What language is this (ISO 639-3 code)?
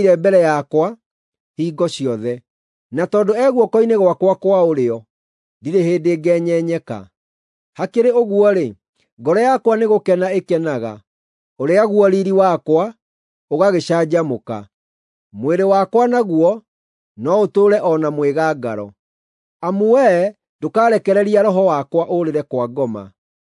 kik